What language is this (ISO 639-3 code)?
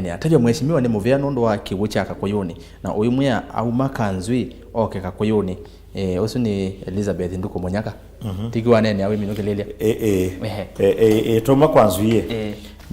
kam